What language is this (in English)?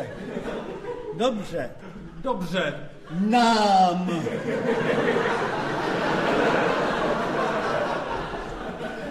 Czech